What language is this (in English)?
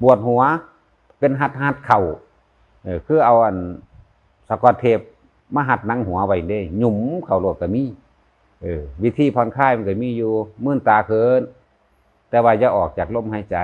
Northeastern Thai